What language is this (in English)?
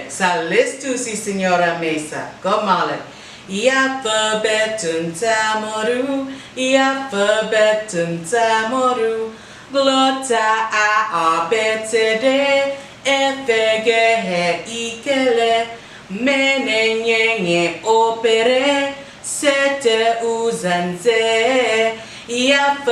Chamorro